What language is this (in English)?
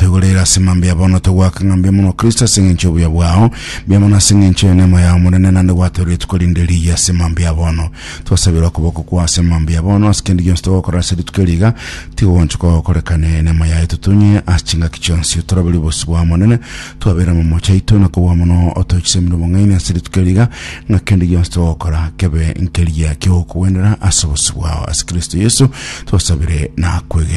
Gusii